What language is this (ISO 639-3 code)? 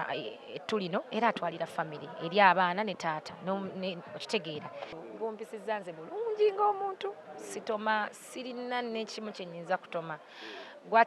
lug